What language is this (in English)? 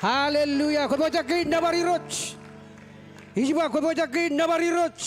Marshallese